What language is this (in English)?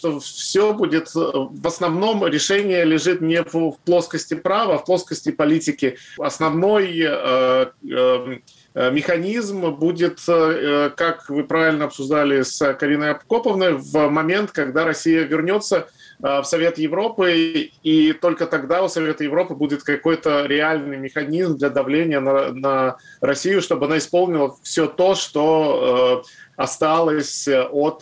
Russian